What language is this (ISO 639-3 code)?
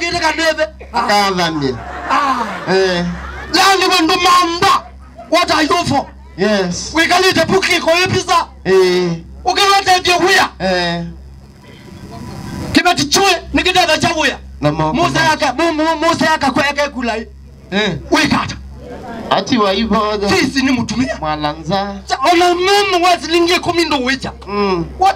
swa